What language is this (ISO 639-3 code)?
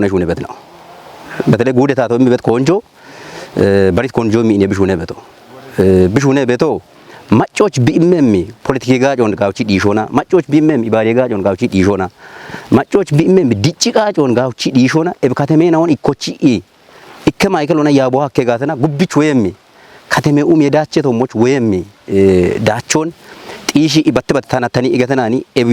kbr